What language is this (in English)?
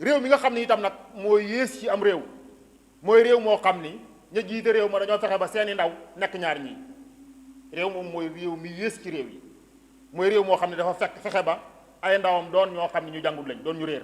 Wolof